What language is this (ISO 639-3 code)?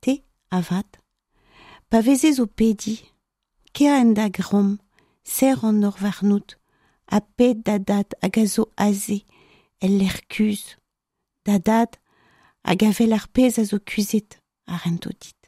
bre